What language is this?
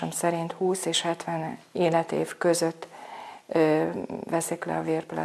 Hungarian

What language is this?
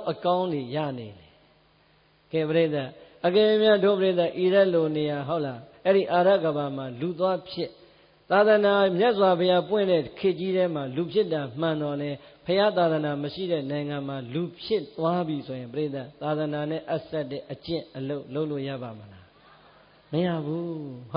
Burmese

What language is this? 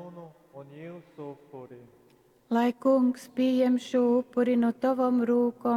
Latgalian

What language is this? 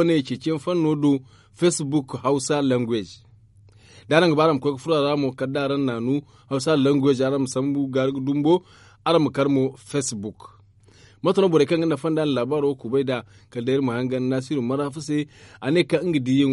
Zarma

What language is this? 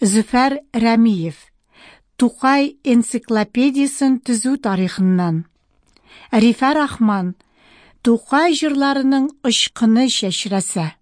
Tatar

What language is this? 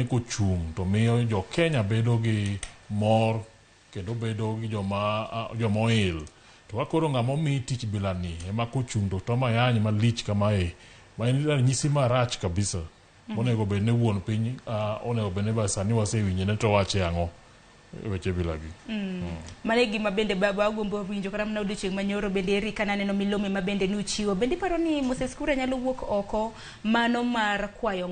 Luo (Kenya and Tanzania)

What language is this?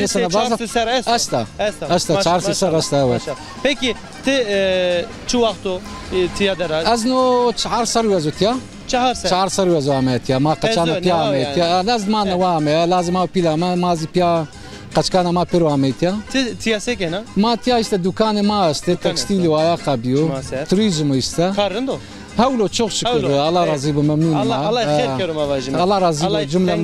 Zaza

